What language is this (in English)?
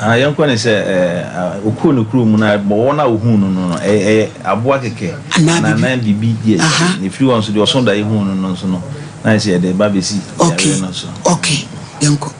Akan